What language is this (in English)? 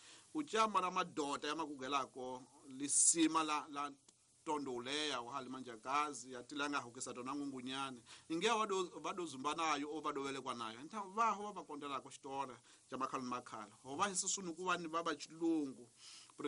Tsonga